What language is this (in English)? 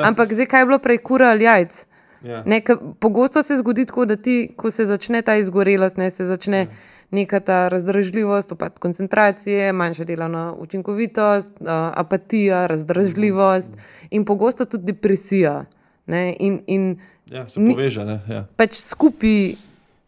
Slovenian